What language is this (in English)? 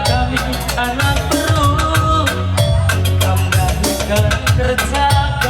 Batak Karo